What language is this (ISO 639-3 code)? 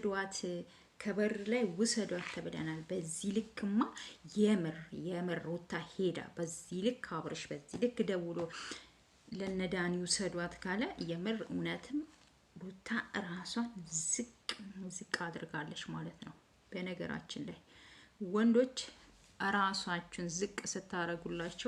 amh